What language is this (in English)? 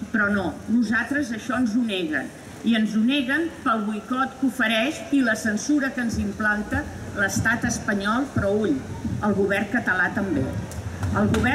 Catalan